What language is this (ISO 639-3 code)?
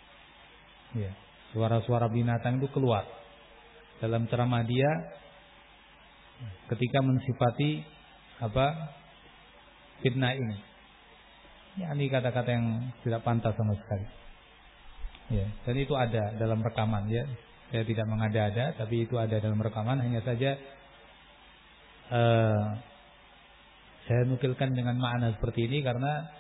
ind